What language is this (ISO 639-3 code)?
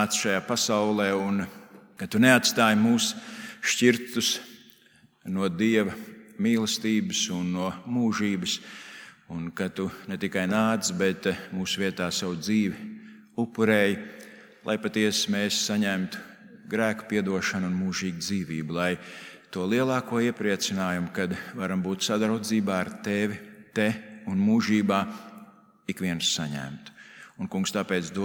lav